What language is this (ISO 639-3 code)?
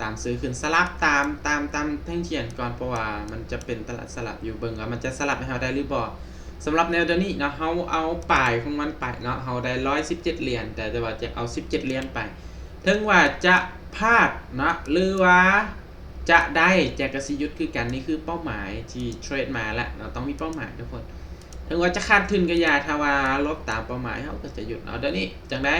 lao